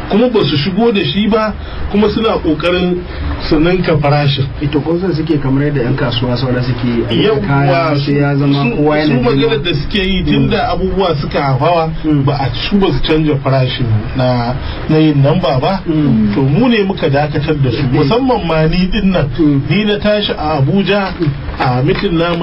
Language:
Hausa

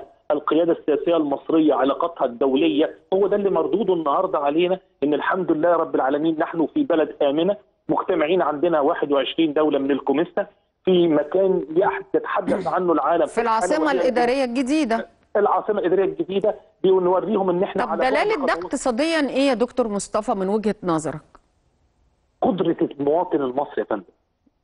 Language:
Egyptian Arabic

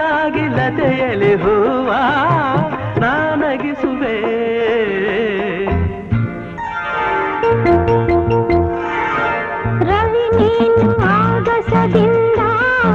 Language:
Kannada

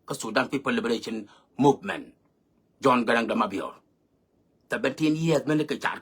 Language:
Nuer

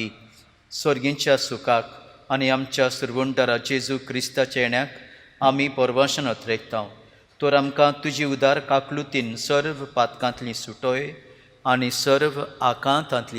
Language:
Konkani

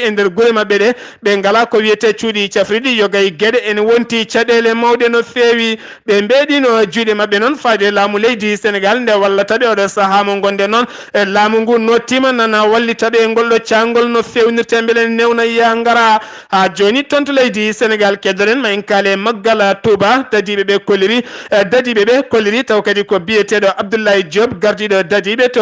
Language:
Fula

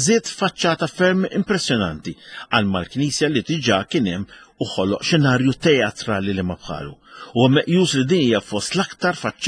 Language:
Maltese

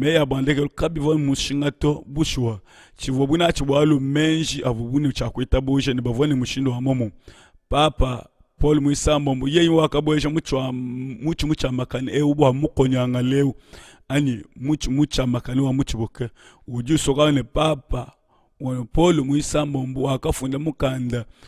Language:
Luba-Lulua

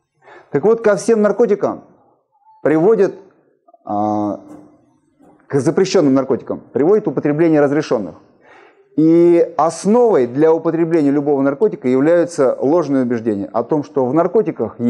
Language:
Russian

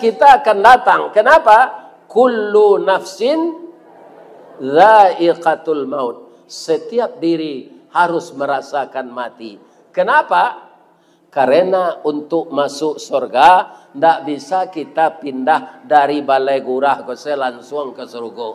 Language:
Minangkabau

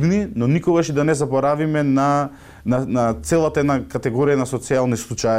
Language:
Macedonian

